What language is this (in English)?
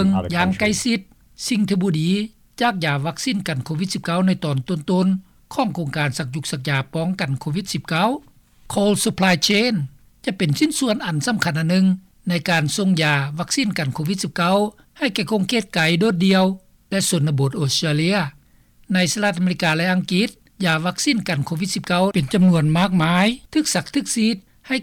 Lao